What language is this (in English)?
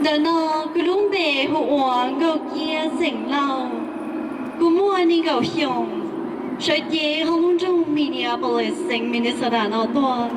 Hmong